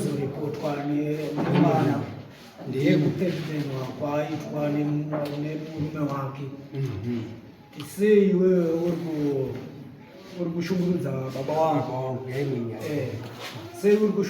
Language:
Shona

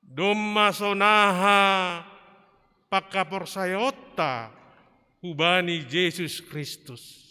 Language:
Batak Simalungun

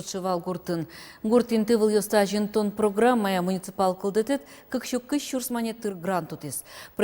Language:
Udmurt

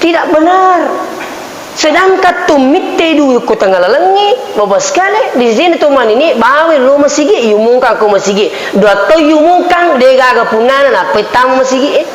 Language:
Buginese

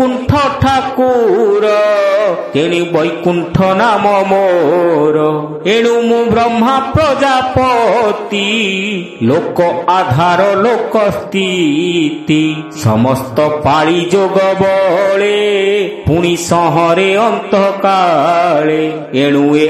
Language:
Odia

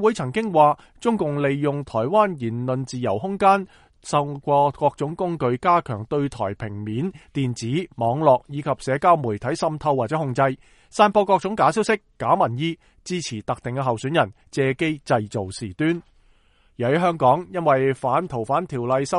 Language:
Cantonese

